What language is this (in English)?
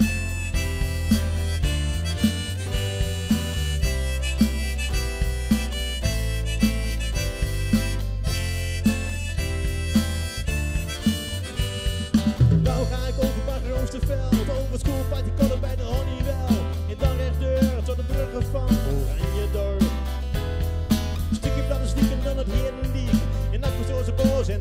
Dutch